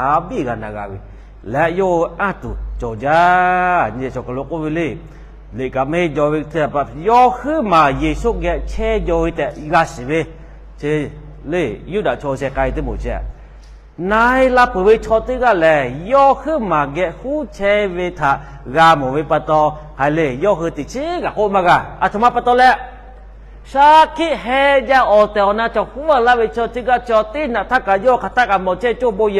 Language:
Lahu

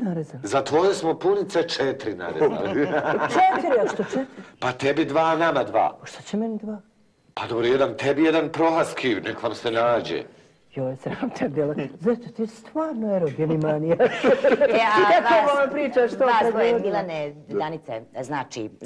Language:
Croatian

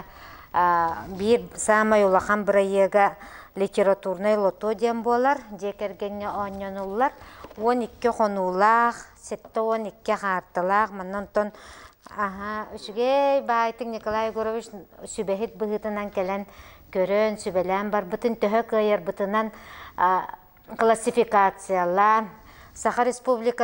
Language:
Yakut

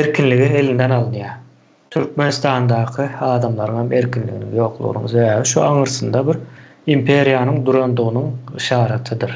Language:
Turkmen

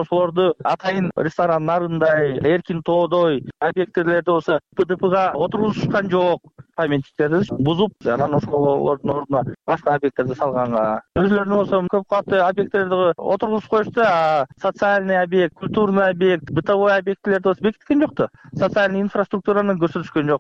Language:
Kyrgyz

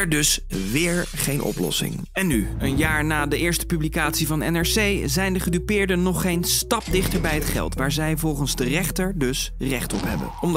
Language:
Dutch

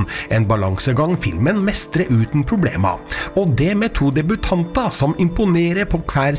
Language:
Norwegian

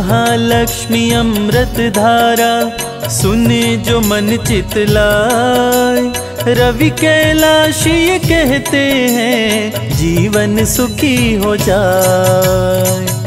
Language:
Hindi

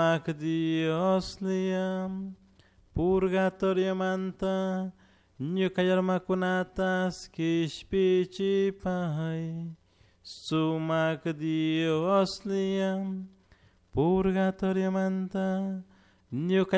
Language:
Chimborazo Highland Quichua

